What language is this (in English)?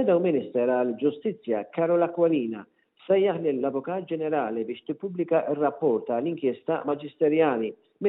Maltese